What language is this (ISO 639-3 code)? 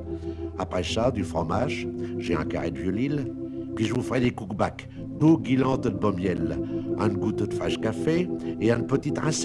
pcd